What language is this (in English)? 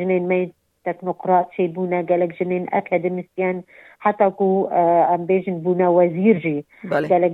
Kurdish